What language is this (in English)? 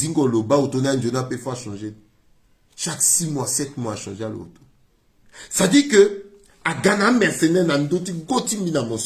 Sango